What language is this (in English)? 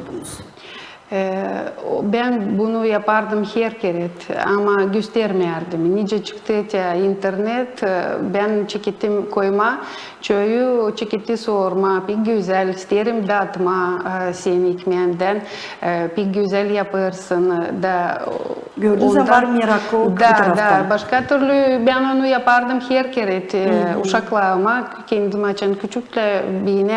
Gagauz